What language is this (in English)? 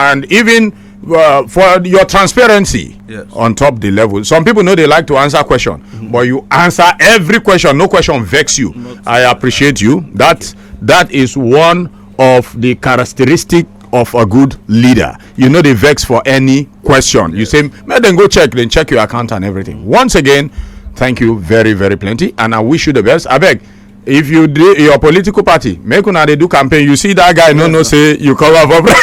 Nigerian Pidgin